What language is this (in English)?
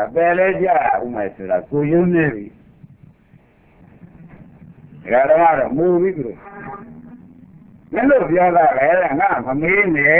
Burmese